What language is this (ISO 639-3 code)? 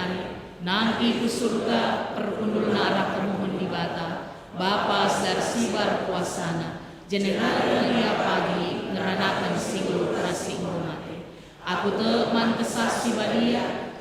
btx